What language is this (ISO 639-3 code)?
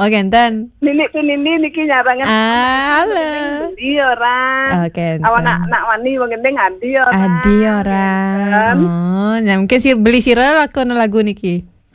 ban